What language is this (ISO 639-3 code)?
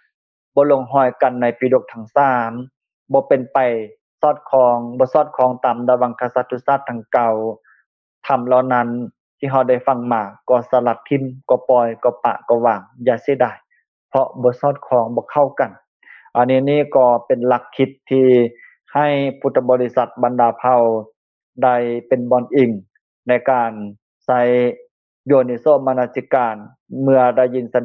lao